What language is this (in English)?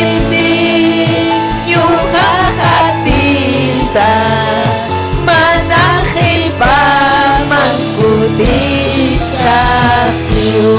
Ayacucho Quechua